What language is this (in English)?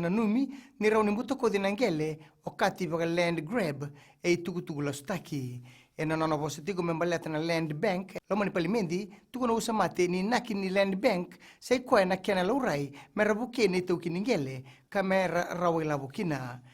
Fijian